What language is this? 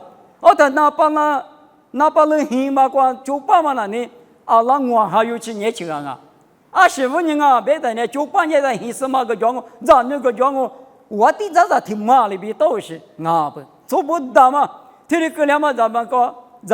Lisu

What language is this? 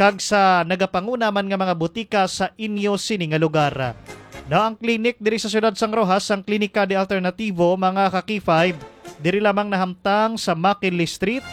Hiligaynon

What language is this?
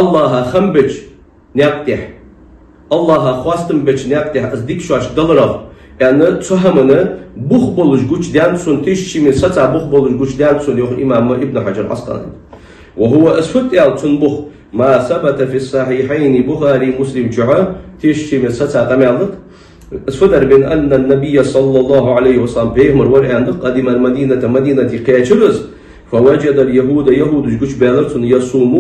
Ingush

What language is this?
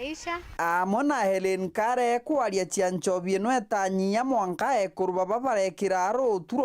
Meru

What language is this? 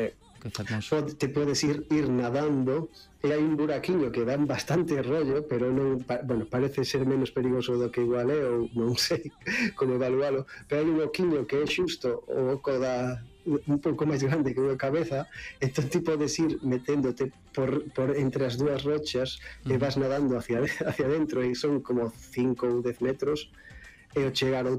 Galician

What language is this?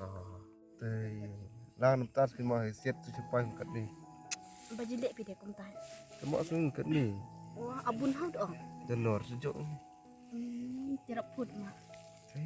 Khasi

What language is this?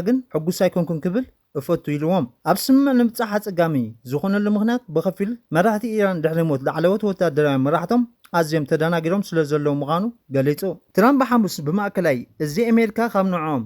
Tigrinya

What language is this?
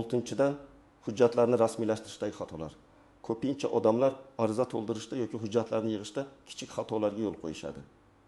Uzbek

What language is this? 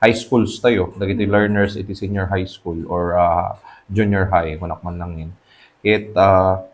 Iloko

